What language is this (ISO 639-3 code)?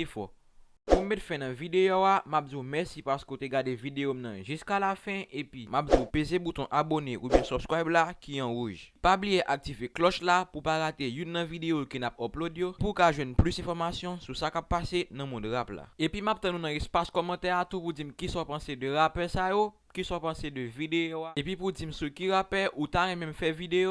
hat